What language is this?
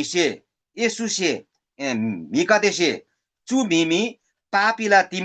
Eastern Tamang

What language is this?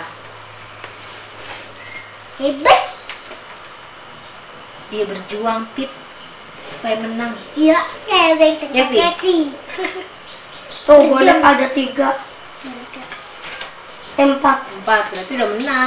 Indonesian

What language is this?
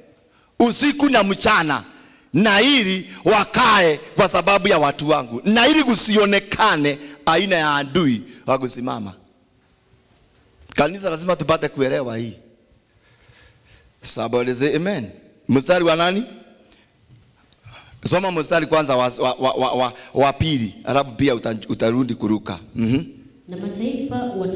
Swahili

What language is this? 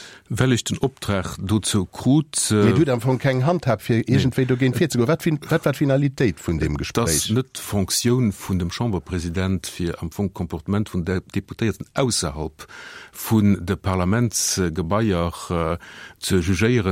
Luxembourgish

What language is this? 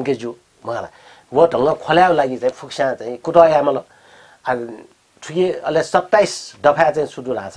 Newari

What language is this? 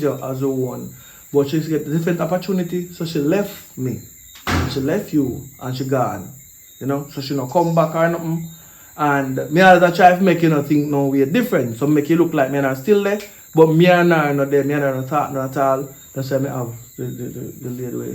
Jamaican Creole English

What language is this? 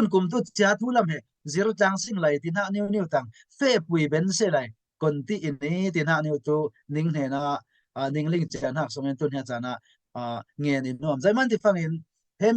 Falam Chin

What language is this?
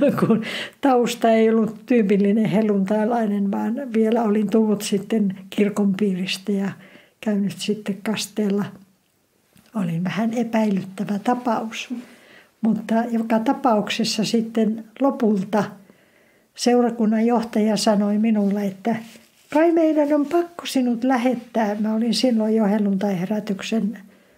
Finnish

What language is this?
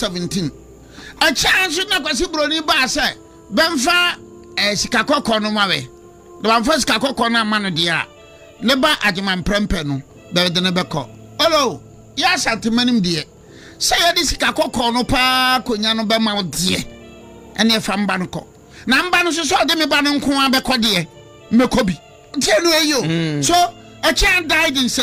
Akan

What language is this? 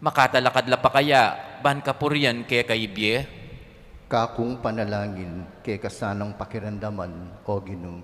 Pampanga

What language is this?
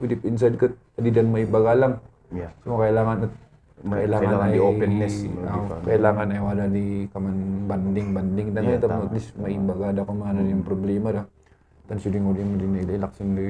Kankanaey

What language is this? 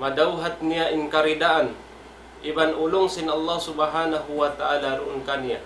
Tausug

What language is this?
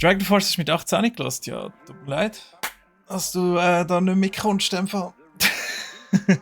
Swiss German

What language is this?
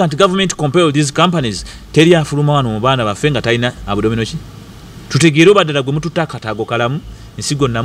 Ganda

